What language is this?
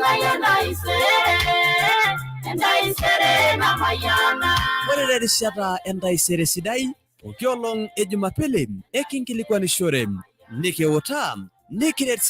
Masai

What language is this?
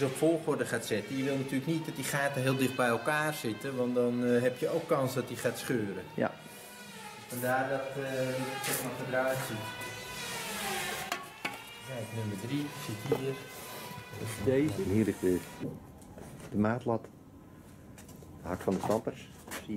Dutch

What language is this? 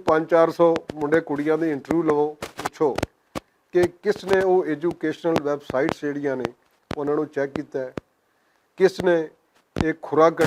Western Panjabi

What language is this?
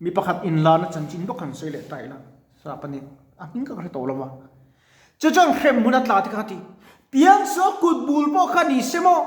Mizo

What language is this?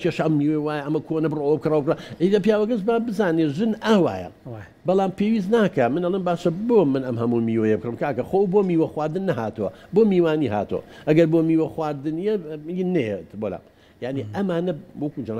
Central Kurdish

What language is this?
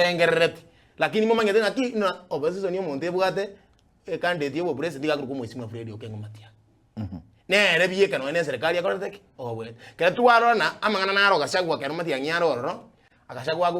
Gusii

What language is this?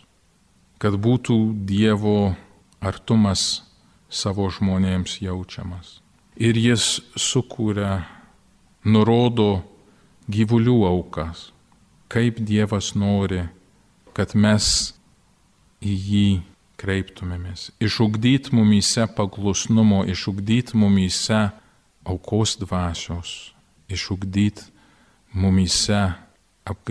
Lithuanian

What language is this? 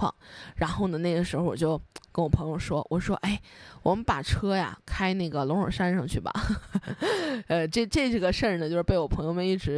Chinese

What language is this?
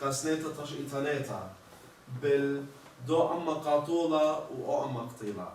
Assyrian Neo-Aramaic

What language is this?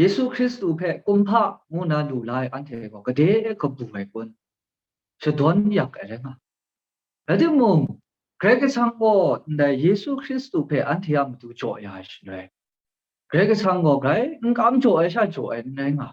Kachin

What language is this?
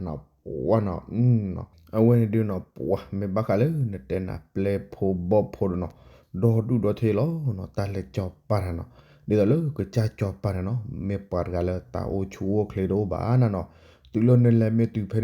S'gaw Karen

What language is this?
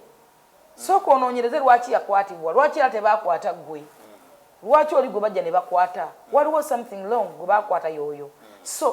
Ganda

